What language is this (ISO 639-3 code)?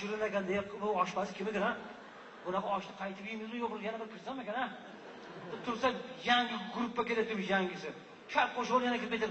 uzb